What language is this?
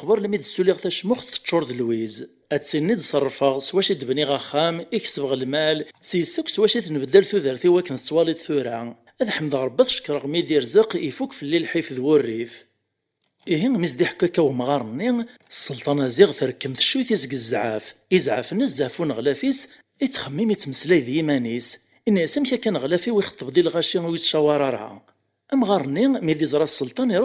Kabyle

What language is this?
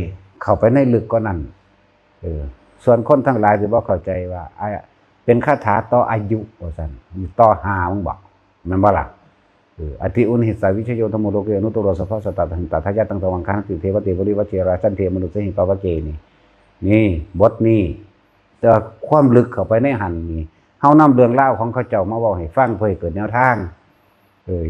Northeastern Thai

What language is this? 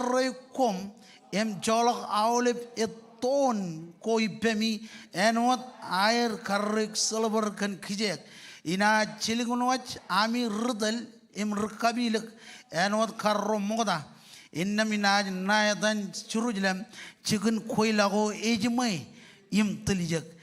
Marshallese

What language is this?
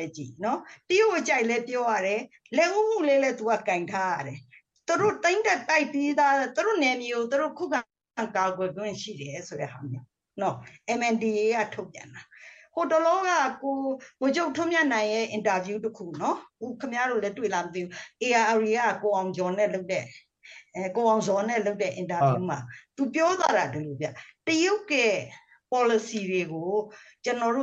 Burmese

